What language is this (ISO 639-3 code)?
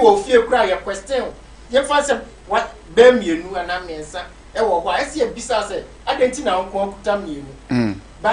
aka